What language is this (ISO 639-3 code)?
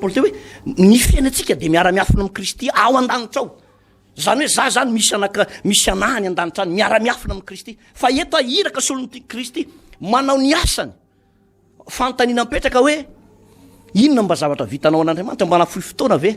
mlg